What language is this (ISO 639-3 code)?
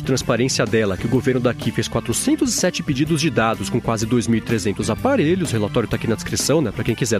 por